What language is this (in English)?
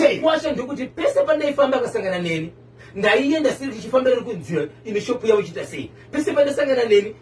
Shona